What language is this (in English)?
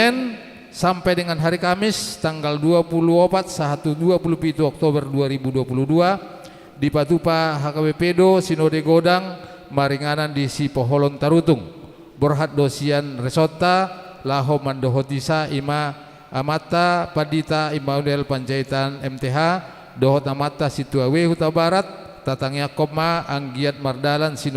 Batak Toba